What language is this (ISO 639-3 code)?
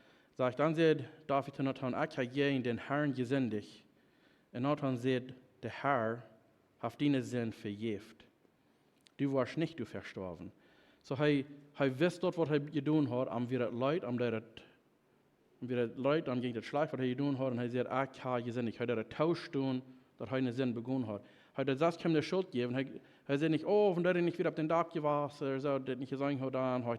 pdt